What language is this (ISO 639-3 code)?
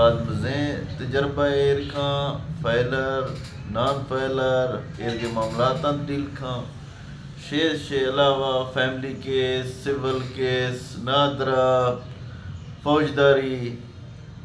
bgp